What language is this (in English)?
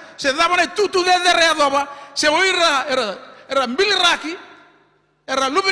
Fijian